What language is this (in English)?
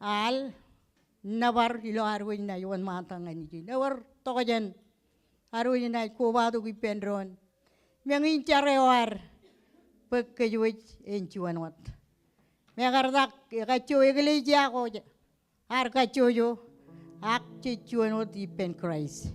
Marshallese